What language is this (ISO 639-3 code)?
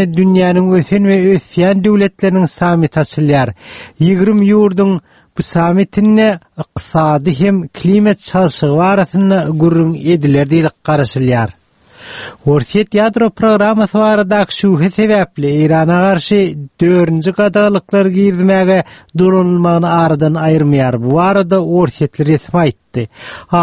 tuk